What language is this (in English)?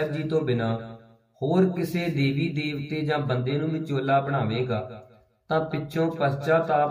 Punjabi